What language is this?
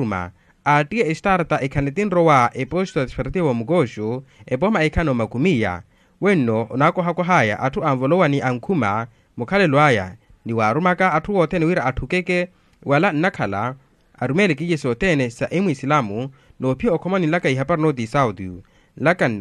Makhuwa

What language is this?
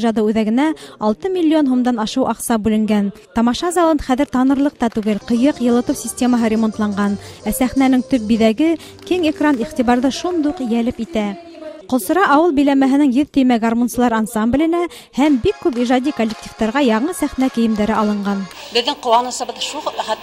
Bashkir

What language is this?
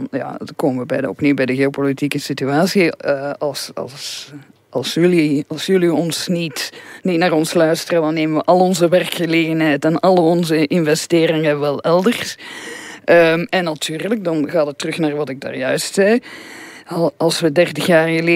Dutch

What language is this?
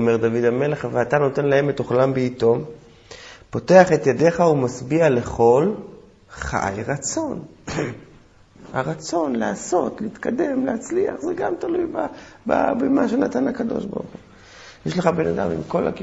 Hebrew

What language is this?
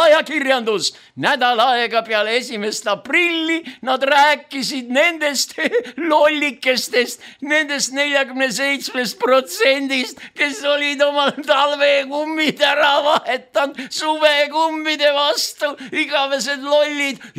Estonian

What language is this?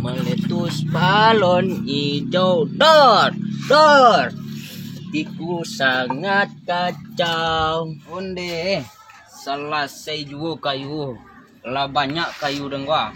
Minangkabau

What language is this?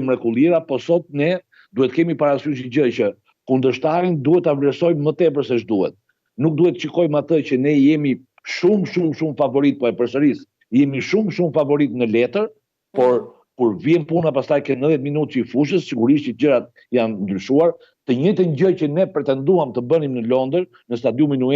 Albanian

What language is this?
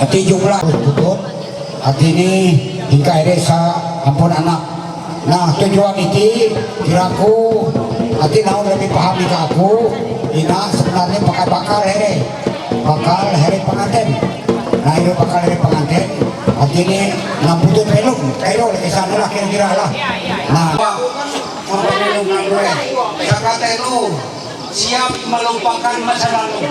Ma'anyan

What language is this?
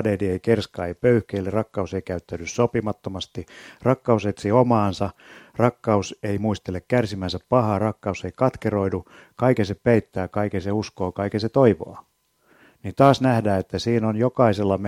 Finnish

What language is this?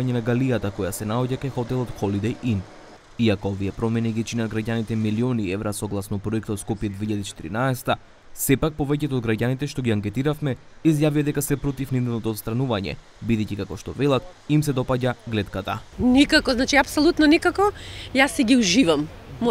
Macedonian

